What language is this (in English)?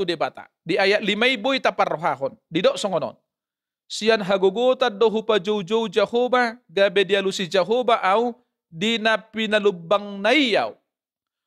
Batak Toba